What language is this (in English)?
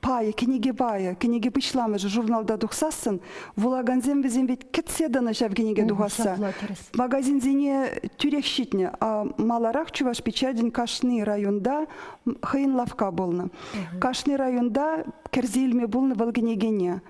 Chuvash